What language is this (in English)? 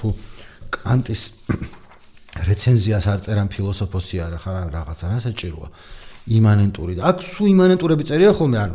Georgian